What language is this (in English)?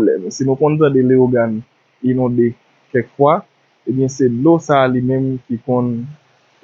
Haitian Creole